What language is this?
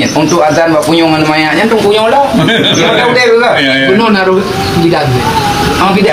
Achinese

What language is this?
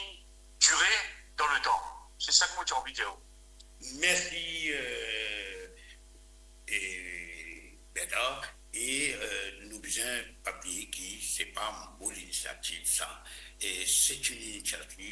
Morisyen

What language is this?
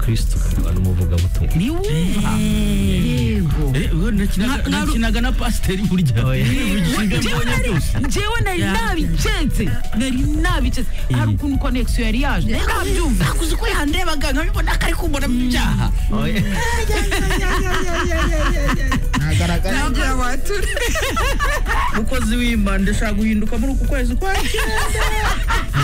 Kinyarwanda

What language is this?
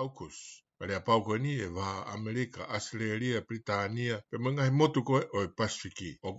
Tongan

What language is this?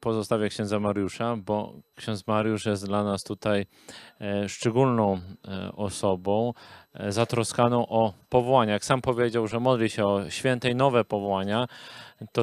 Polish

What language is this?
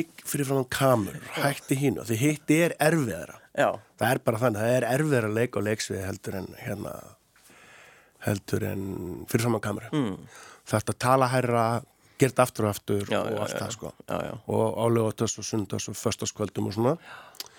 Icelandic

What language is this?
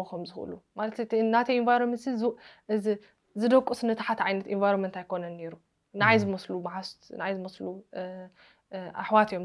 Tigrinya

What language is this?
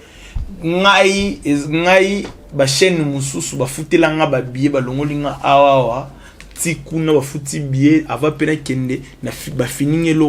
Lingala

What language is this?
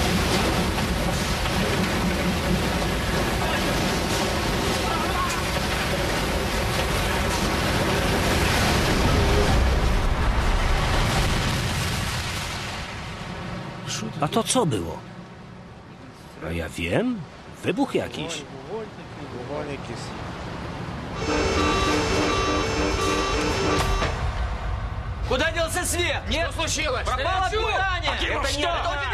Polish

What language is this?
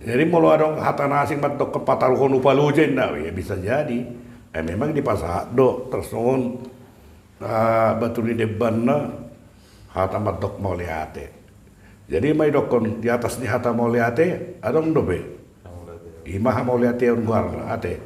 Batak Toba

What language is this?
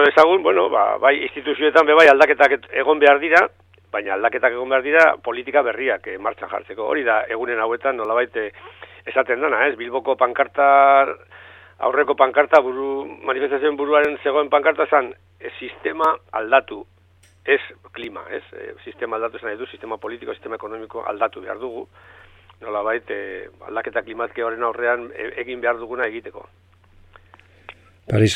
Basque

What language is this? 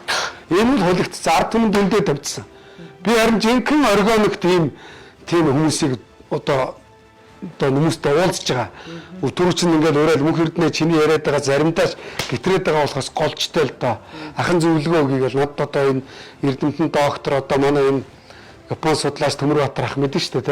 Mongolian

